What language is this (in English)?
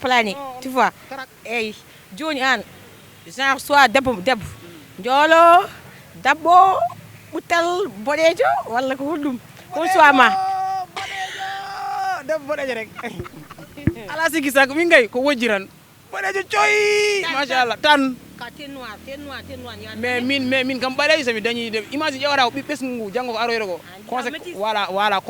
Fula